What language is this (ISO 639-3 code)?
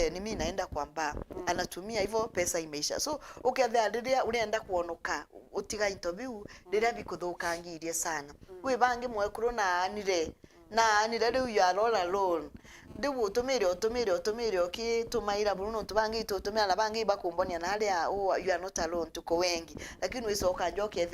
mer